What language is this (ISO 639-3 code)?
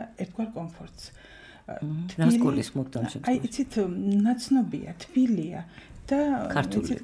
kat